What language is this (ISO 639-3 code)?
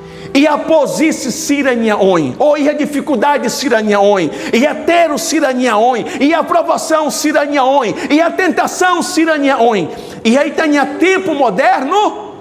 tet